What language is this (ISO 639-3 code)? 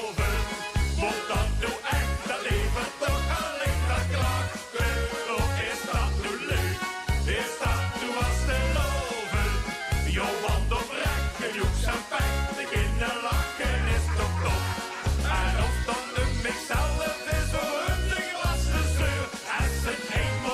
lim